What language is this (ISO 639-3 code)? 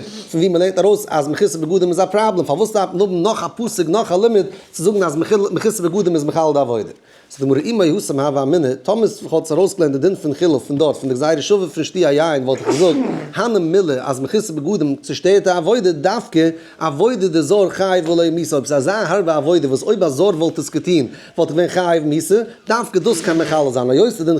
yid